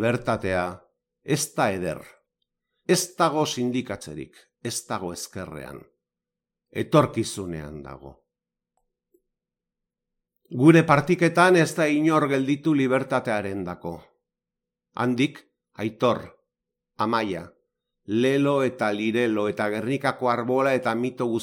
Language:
Basque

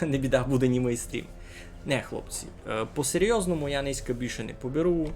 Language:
Rusyn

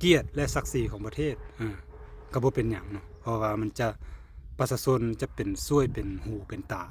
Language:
Lao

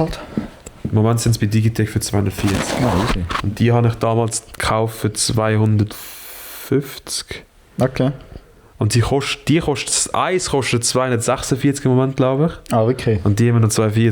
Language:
Swiss German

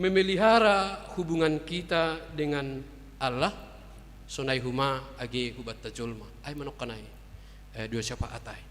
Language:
Batak Simalungun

